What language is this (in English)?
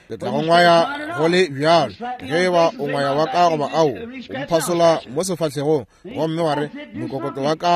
Northern Sotho